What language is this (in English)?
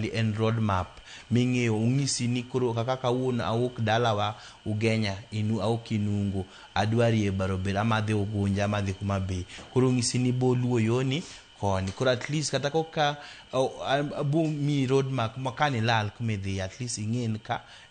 Luo (Kenya and Tanzania)